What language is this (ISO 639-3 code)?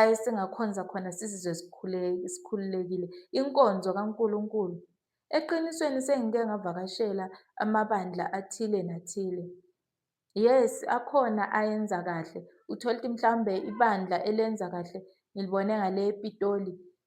zul